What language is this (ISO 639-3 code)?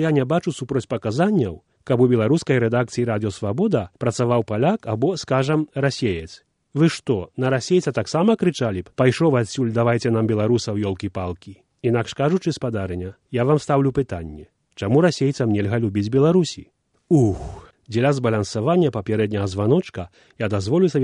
bel